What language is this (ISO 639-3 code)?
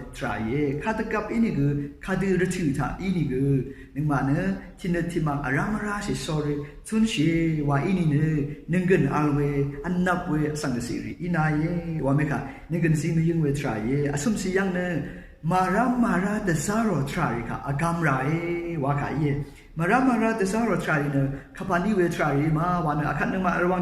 raw